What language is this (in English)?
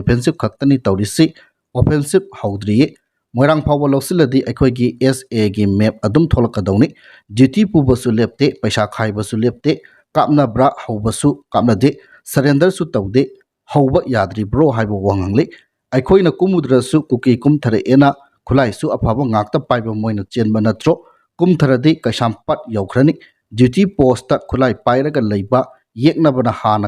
Manipuri